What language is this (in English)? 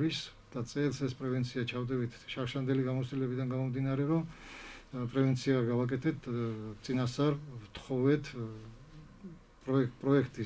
Georgian